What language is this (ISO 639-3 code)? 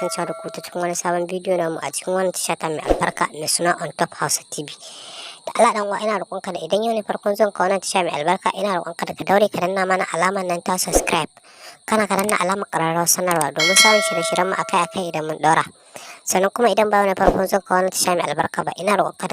hau